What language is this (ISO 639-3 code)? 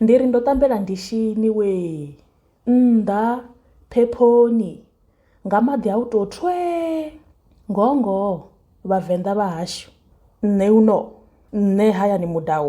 ven